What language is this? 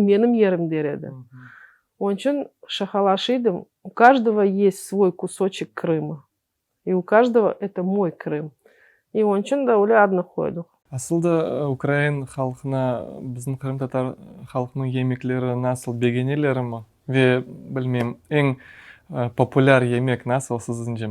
Crimean Tatar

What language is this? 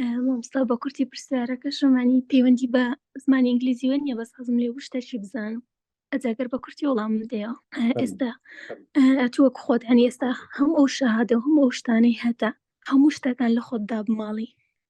Central Kurdish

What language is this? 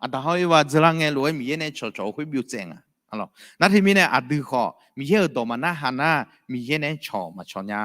Akha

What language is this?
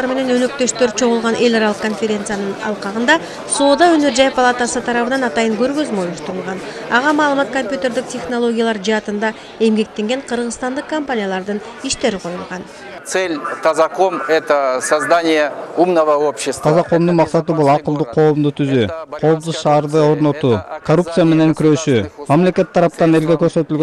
Kyrgyz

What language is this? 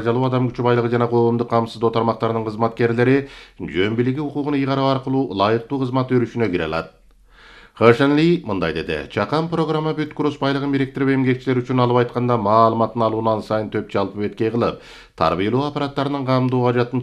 Kyrgyz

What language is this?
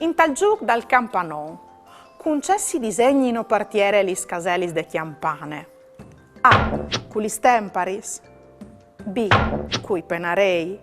Friulian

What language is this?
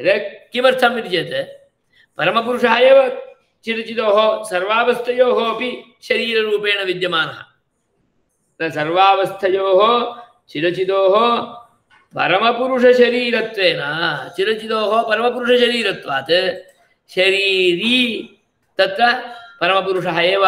Sanskrit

